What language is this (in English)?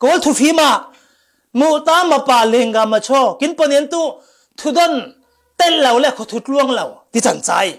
Falam Chin